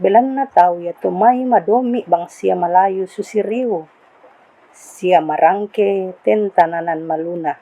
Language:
Toraja-Sa'dan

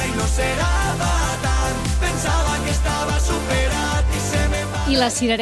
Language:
Catalan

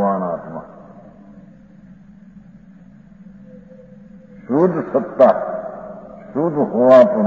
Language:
Gujarati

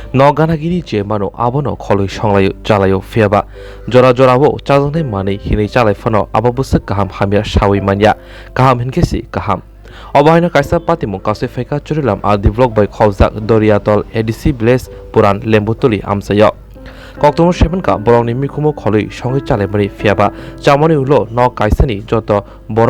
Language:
Kok Borok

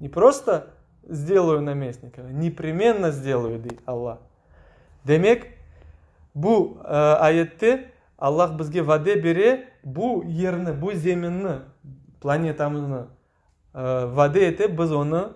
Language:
Crimean Tatar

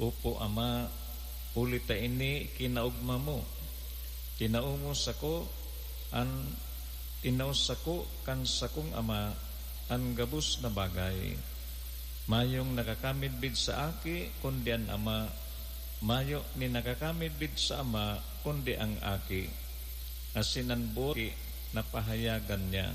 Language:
Bikol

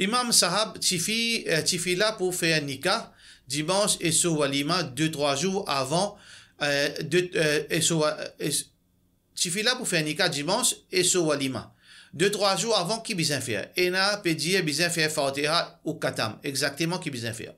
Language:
Morisyen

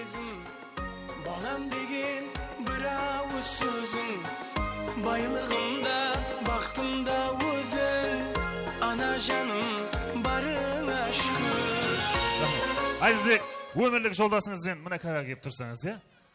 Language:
Kara-Kalpak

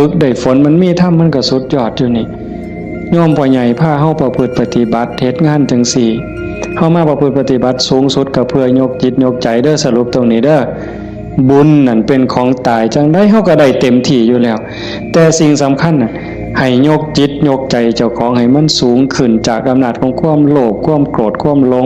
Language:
Northeastern Thai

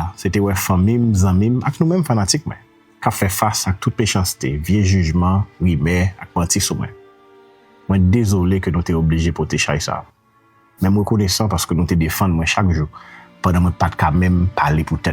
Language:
Haitian Creole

